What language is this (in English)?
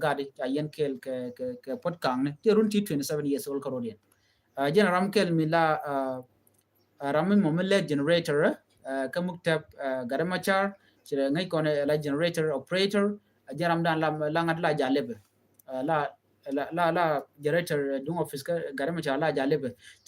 Nuer